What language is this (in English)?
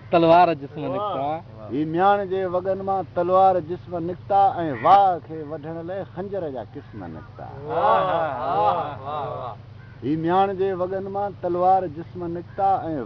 Sindhi